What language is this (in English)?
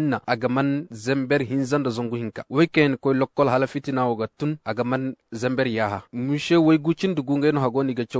Koyraboro Senni